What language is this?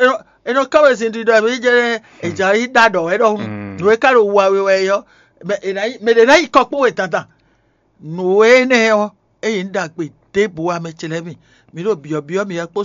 Fon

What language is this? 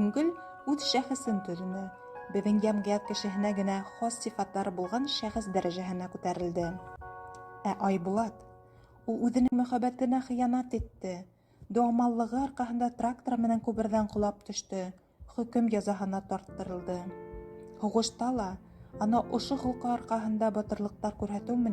Bashkir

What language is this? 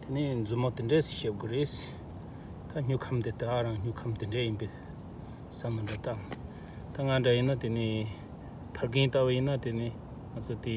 Tibetan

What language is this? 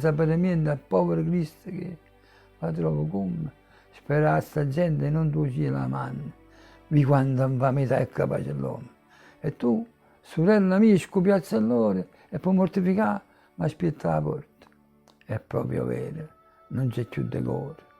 Neapolitan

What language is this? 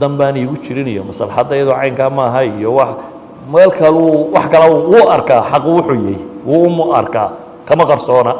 Somali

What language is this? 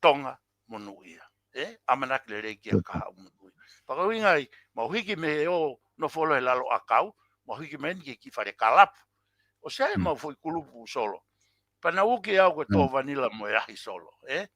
Tongan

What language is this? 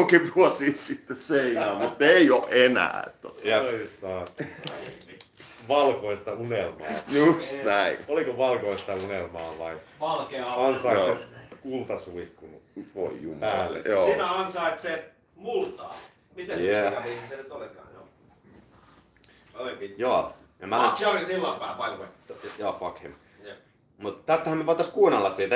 Finnish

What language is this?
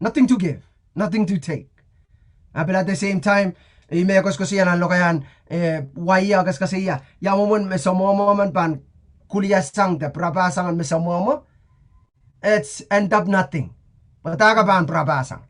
Pohnpeian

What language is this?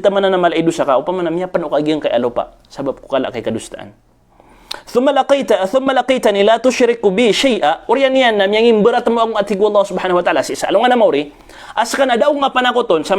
Maranao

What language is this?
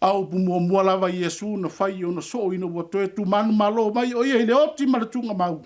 Samoan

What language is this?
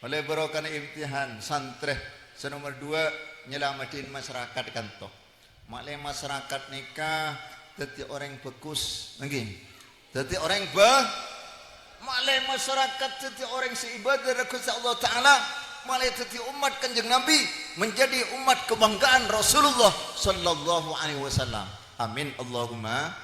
Madurese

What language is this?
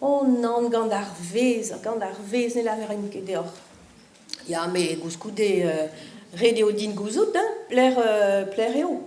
Breton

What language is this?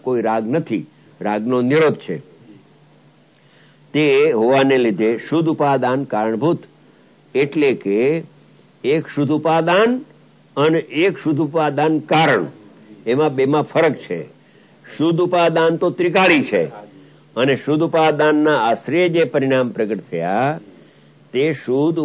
Gujarati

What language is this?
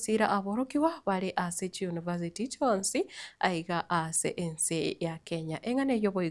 Gusii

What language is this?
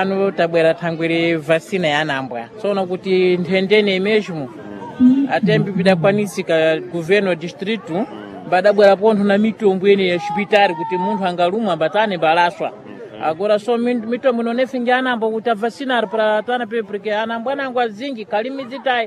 Sena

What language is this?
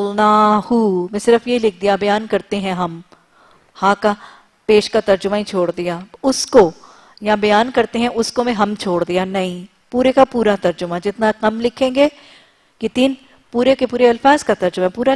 Urdu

